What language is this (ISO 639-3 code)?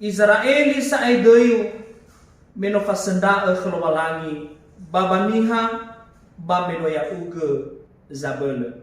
nia